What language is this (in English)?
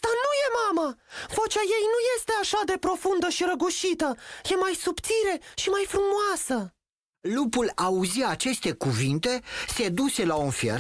Romanian